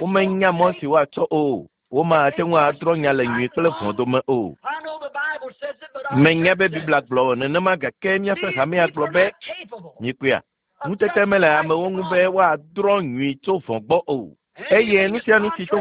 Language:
Ewe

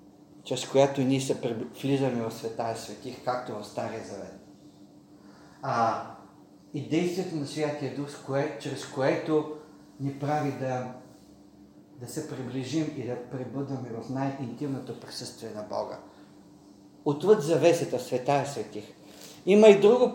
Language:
Bulgarian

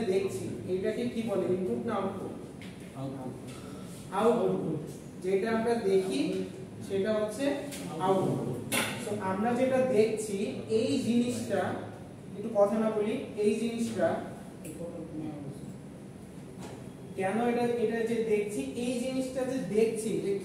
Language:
Bangla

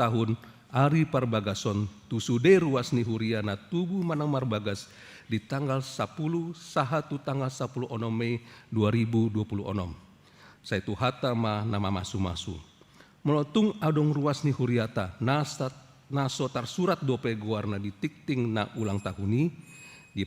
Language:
Batak Toba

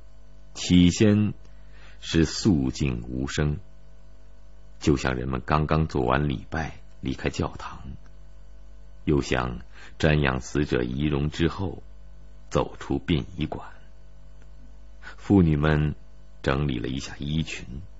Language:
Chinese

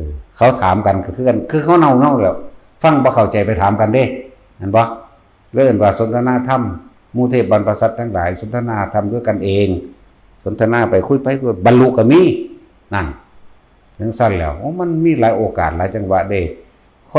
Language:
Lao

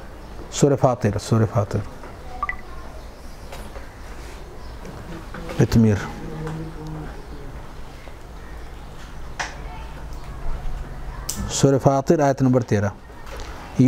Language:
Urdu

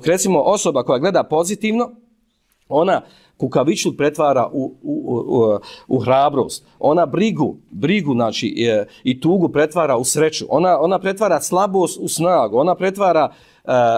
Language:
Bosnian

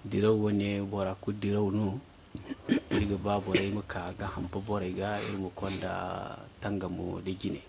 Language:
Zarma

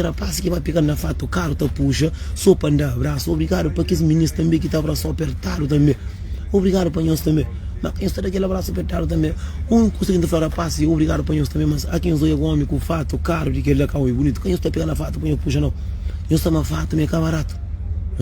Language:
Kabuverdianu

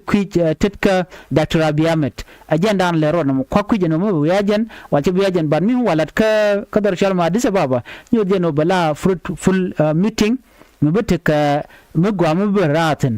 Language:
Nuer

